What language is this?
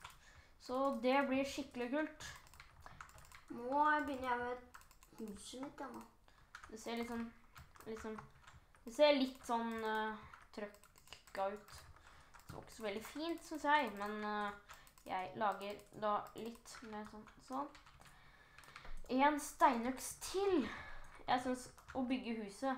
Norwegian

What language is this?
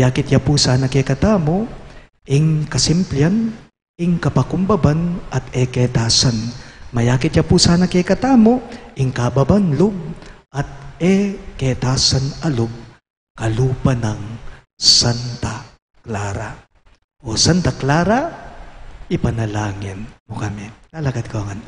Pampanga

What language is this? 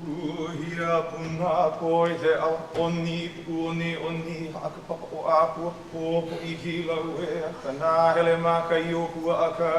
Hawaiian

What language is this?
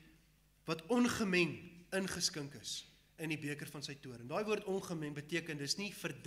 Afrikaans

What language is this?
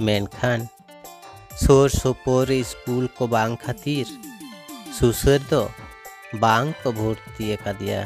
Santali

